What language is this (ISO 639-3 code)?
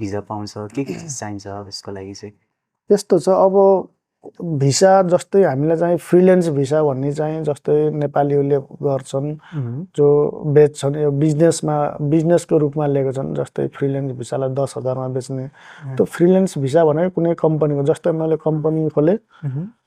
nep